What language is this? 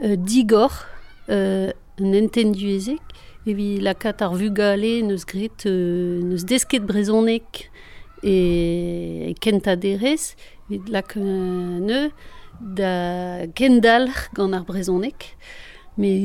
Breton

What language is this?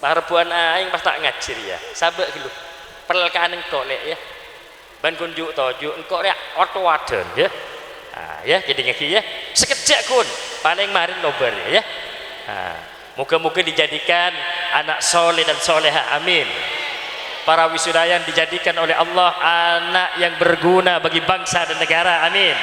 Madurese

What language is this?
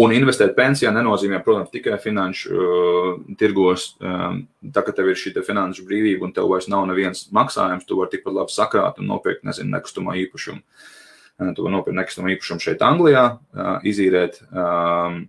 Latvian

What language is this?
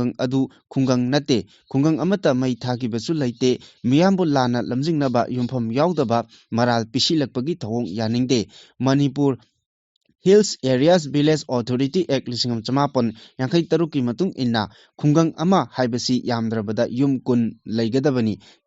Manipuri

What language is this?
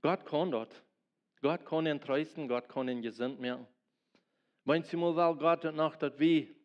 Plautdietsch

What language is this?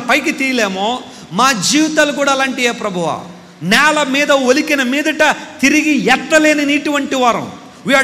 Telugu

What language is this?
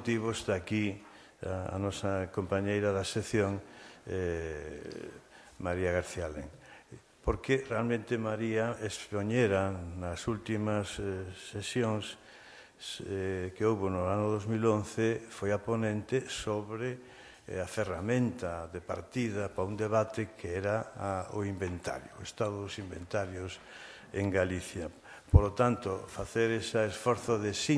Galician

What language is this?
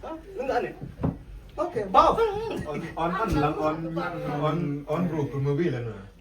Mabaan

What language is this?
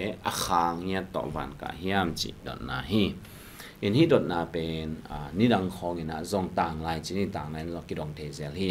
Tedim Chin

